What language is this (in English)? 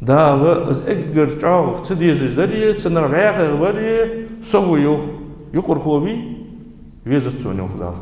Ingush